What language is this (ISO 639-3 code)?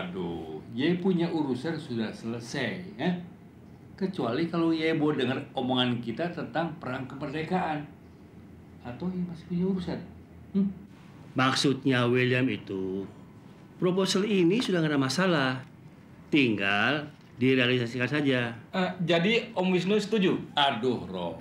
bew